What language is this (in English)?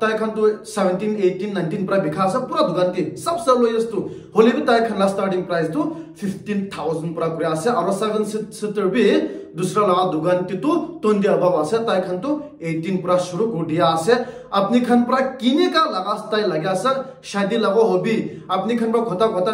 Naga Pidgin